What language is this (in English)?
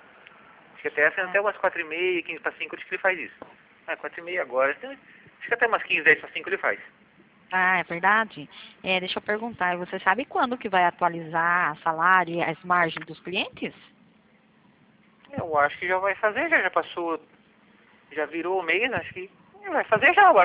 Portuguese